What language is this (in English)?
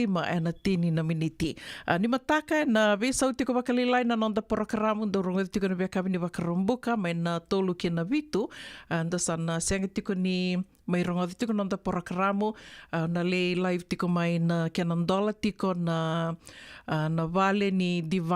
Fijian